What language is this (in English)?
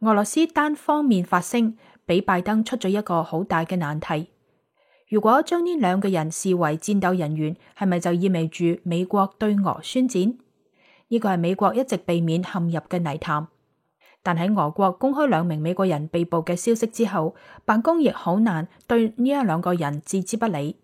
Cantonese